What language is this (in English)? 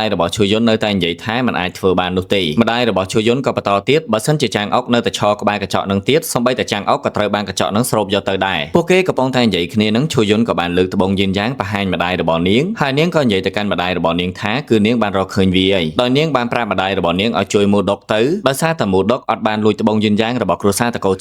Khmer